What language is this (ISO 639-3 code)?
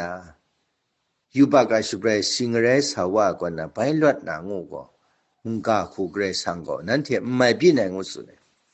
kac